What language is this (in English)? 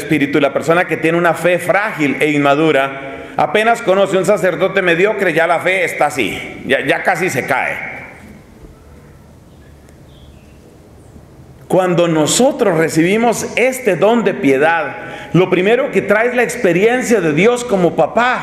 Spanish